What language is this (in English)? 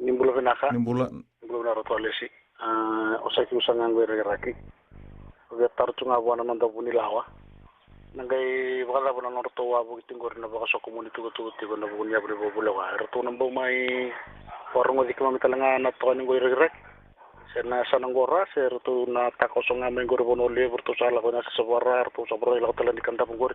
Fijian